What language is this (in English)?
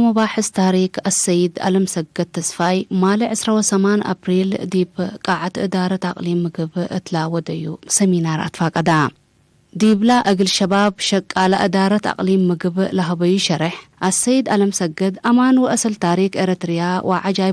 Tigre